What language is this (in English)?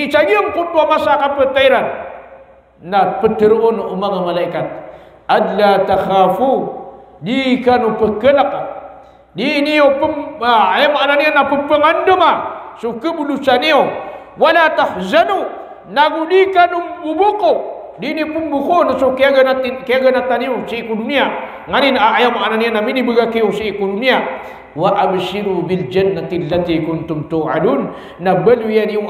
Maranao